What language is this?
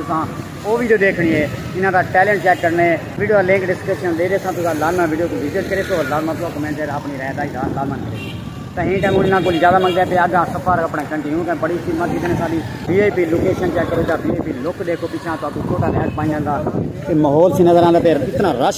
Saraiki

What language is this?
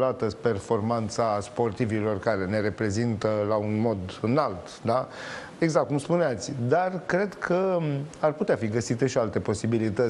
Romanian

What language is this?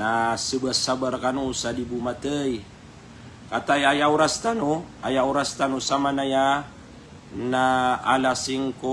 Maranao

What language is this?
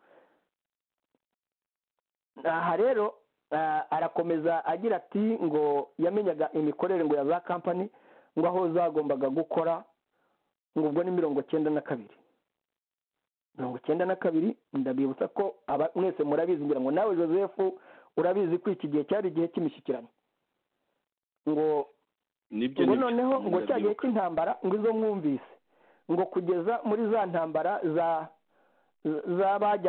Kinyarwanda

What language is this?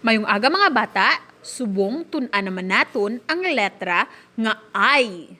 Hiligaynon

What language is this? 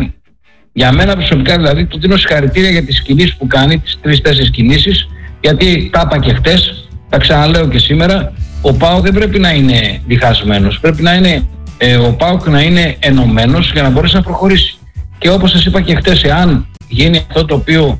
Greek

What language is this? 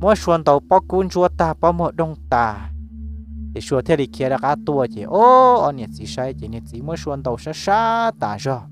Hmong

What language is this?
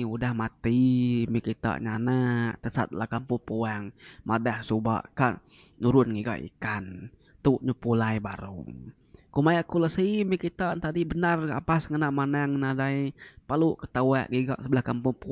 Iban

